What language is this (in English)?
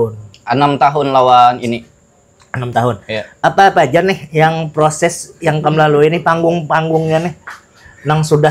Banjar